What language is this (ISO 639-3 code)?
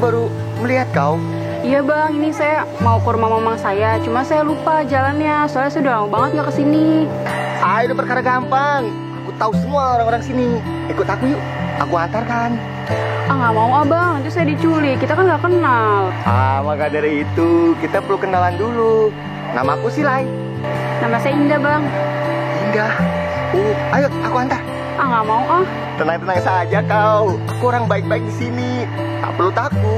bew